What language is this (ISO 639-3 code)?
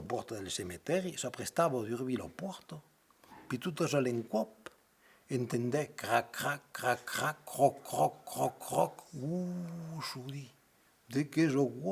oci